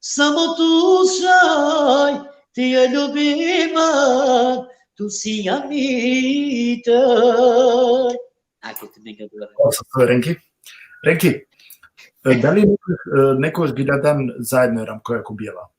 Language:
Balkan Romani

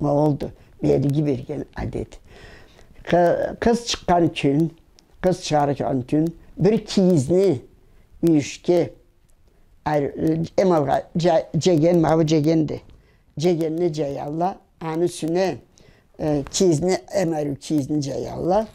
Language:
Karachay-Balkar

